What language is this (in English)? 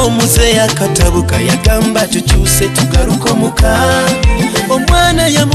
Nyoro